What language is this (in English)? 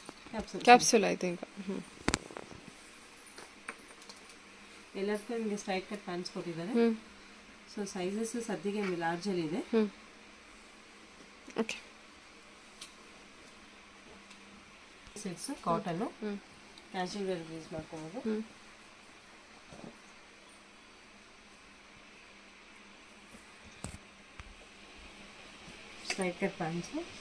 Kannada